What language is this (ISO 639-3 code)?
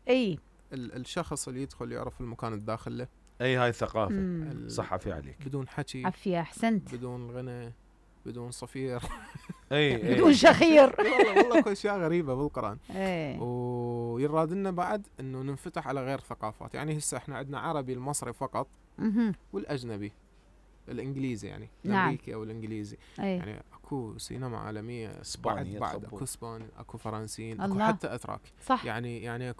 acm